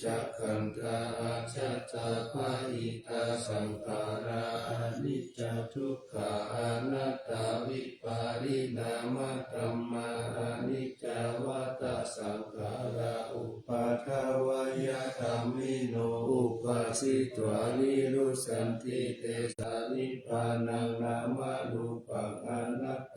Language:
Pali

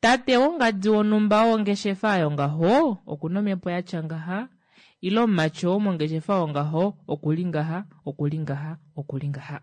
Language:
Kuanyama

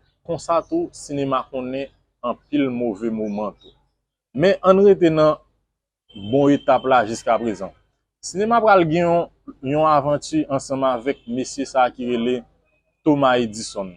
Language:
Haitian Creole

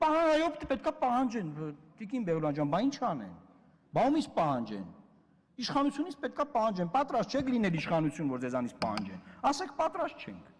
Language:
Armenian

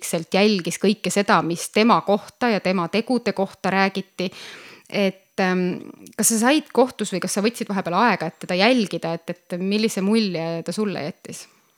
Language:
Estonian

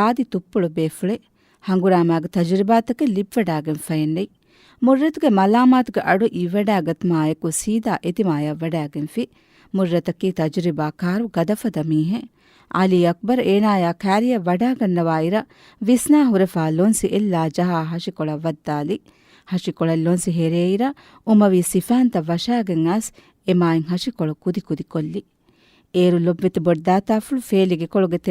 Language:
Divehi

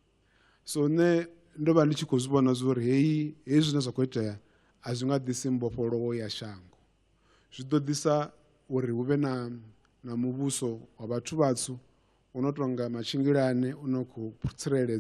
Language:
Venda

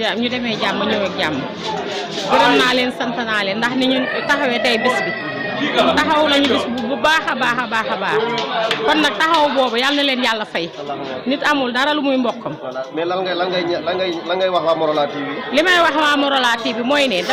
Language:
Wolof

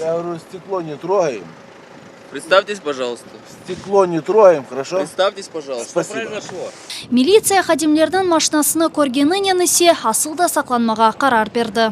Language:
Crimean Tatar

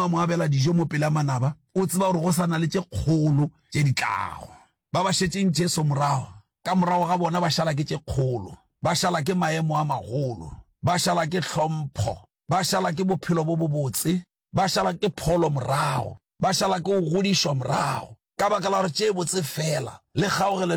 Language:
Northern Sotho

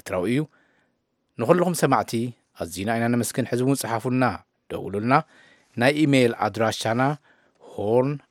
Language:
Tigrinya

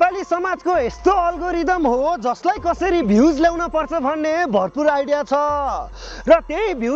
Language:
Nepali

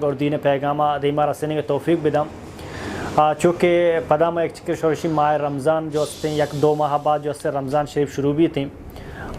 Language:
Baluchi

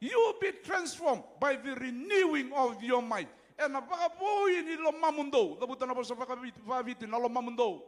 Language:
Fijian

